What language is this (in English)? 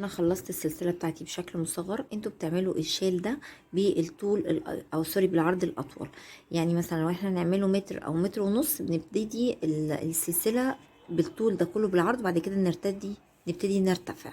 Egyptian Arabic